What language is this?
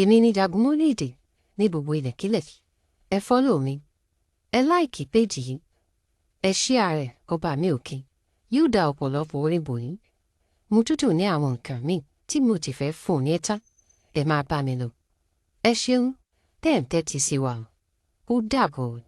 Yoruba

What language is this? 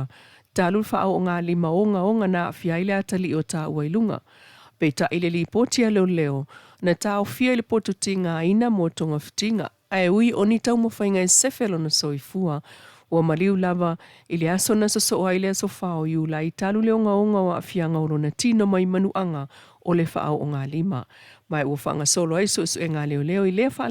Samoan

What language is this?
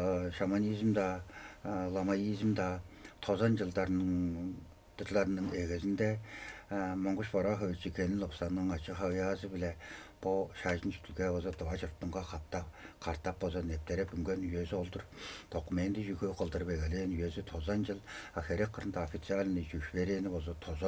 Tuvinian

